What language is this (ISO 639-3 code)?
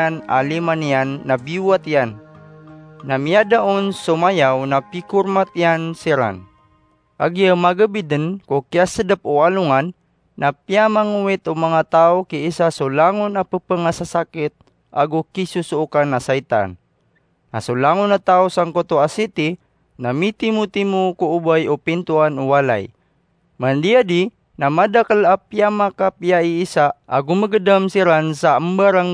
mrw